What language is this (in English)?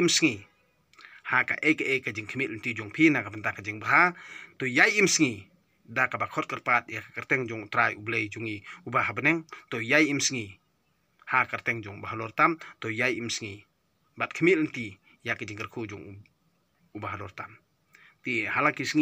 Khasi